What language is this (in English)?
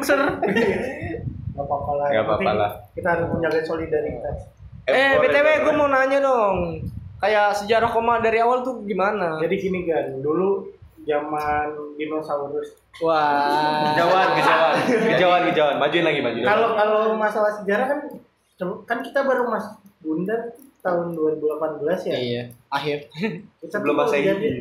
Indonesian